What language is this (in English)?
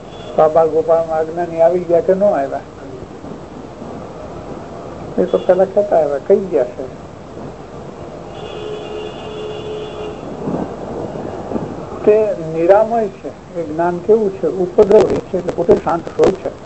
Gujarati